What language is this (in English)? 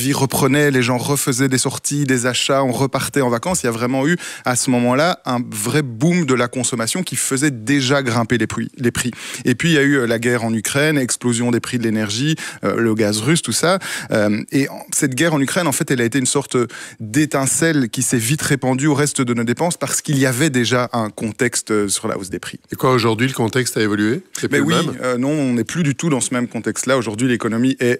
French